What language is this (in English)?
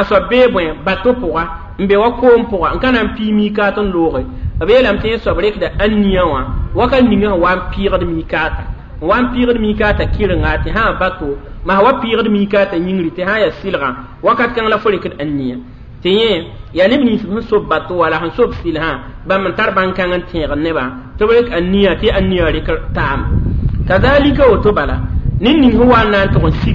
Mossi